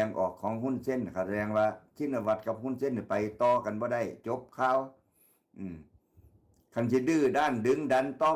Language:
Northeastern Thai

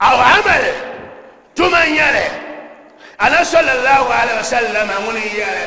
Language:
Dagbani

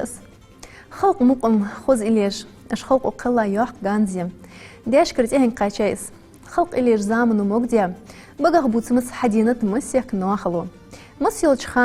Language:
Ingush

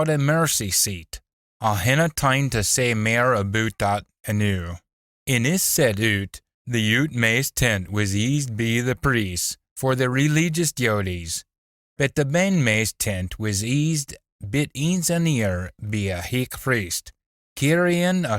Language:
Scots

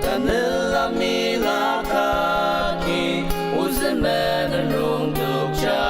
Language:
Ao Naga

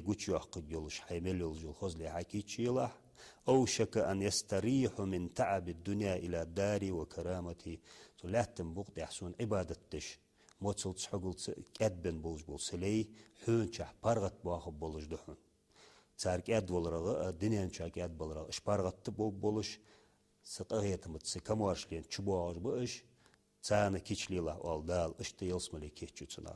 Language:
Ingush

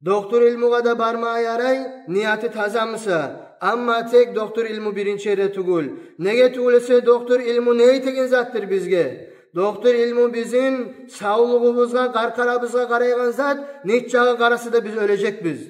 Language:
Kumyk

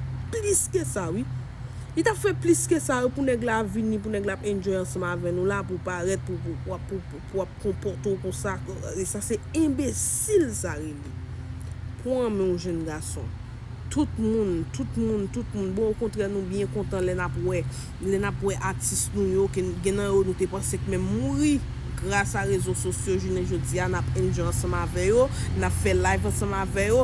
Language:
Haitian Creole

